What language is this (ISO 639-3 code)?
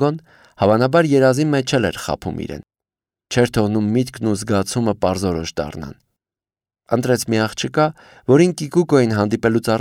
hye